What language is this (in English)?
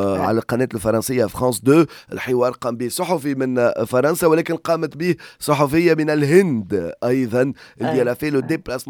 Tunisian Arabic